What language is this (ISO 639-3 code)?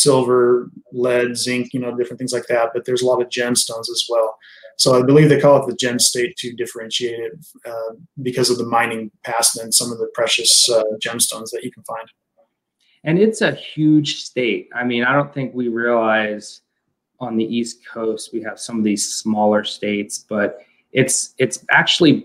eng